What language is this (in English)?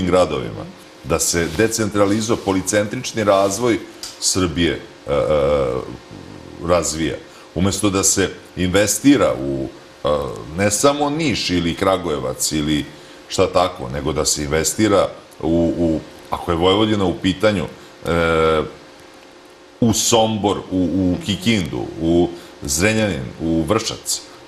Serbian